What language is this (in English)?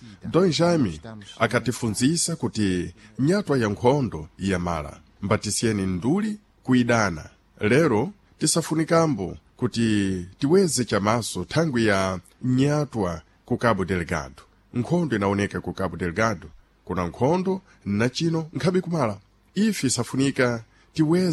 Sena